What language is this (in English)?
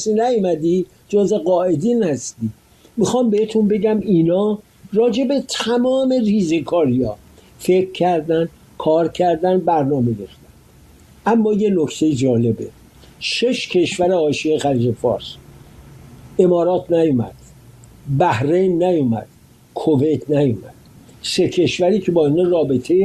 Persian